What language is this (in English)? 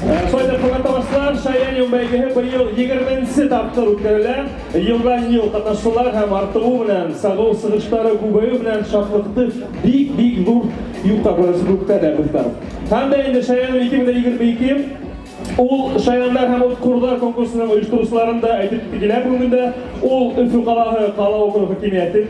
Bashkir